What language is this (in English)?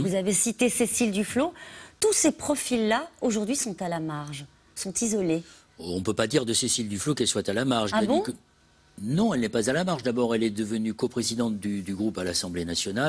French